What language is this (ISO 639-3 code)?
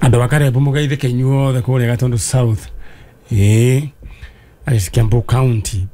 kik